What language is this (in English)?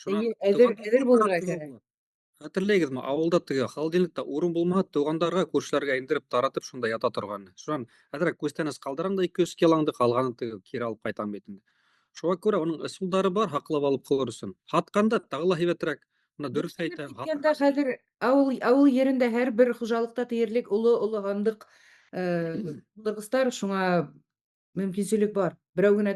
Bashkir